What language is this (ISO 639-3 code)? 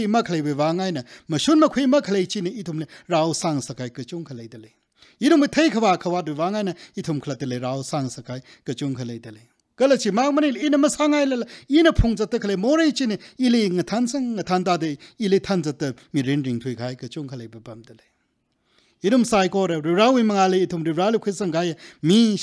nmf